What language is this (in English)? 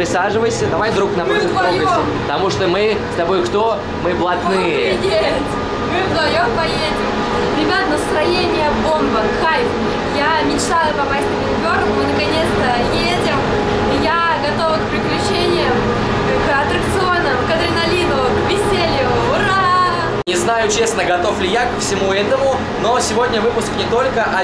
Russian